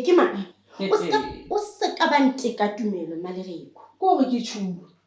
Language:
Southern Sotho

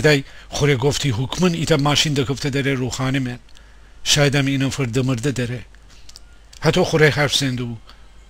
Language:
Gilaki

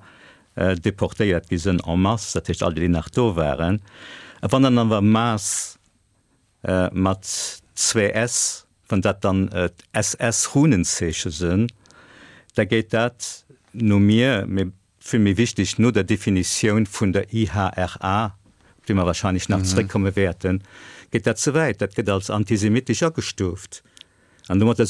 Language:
Luxembourgish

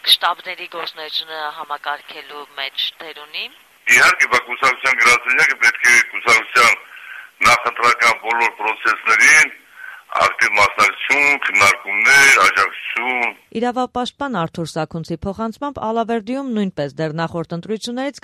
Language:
Armenian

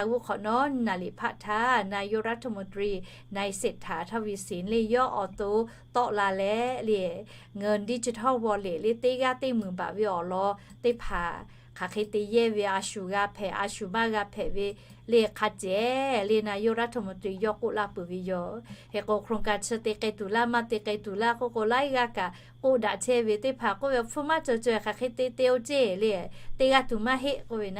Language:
Lahu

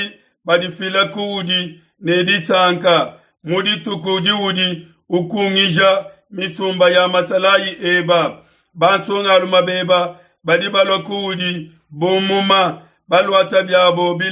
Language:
Luba-Lulua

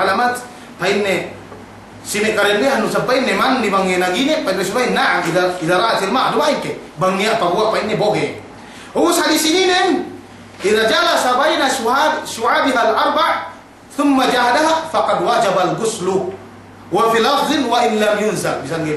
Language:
Yakan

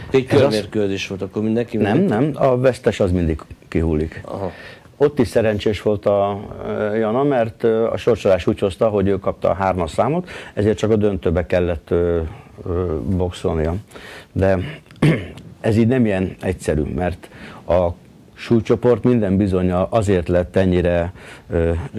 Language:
Hungarian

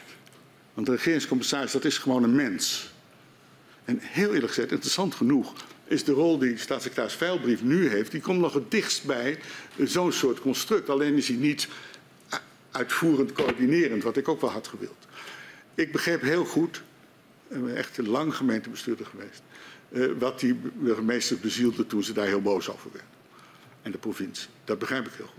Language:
Dutch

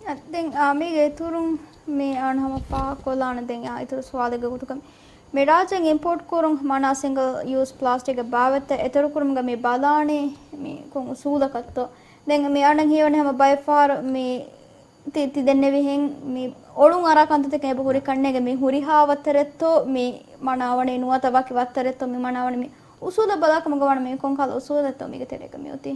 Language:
Divehi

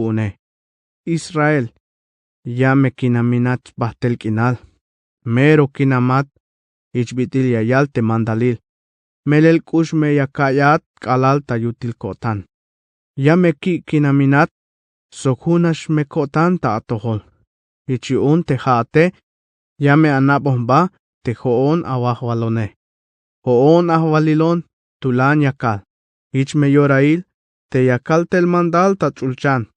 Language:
Tzeltal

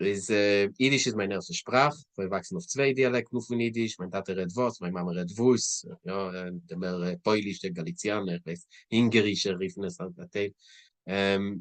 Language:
Yiddish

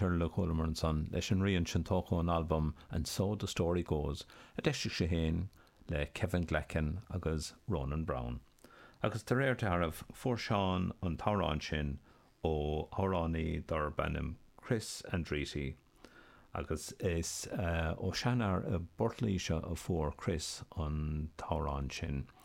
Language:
Irish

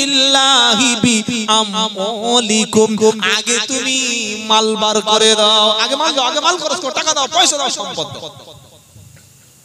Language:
Bangla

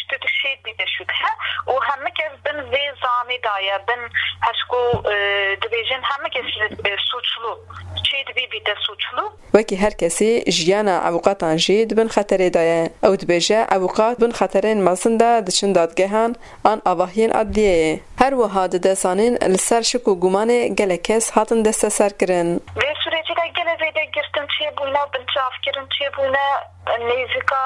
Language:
Kurdish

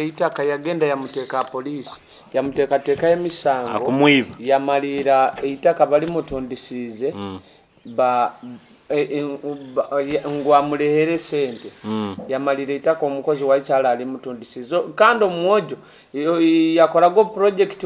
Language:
Nyoro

